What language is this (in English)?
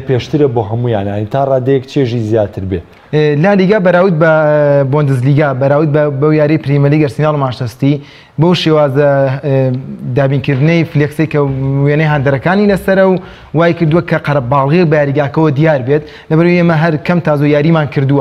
Central Kurdish